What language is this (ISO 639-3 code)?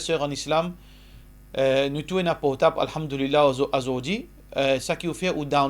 mfe